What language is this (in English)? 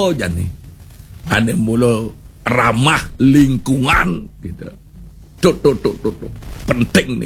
Balinese